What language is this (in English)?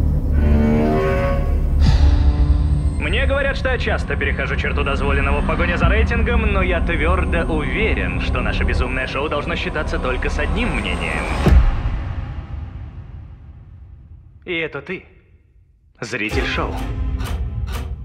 Russian